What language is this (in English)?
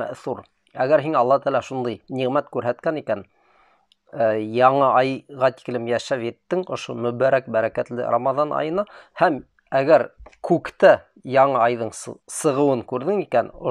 Bashkir